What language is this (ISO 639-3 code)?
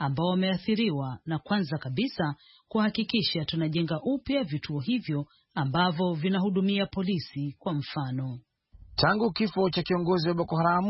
swa